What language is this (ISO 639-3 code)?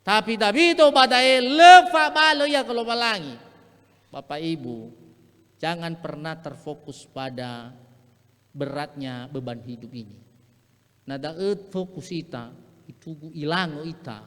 nia